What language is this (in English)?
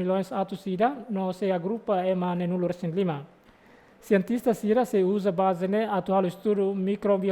Tetum